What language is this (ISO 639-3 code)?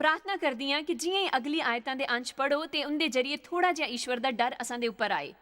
doi